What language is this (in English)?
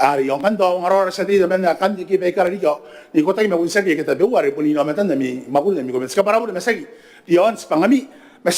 Gilbertese